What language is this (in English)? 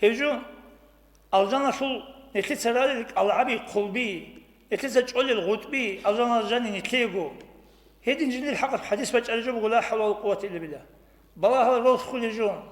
Avaric